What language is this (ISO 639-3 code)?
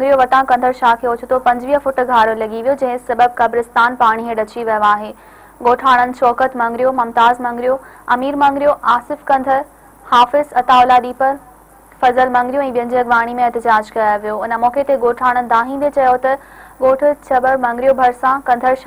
snd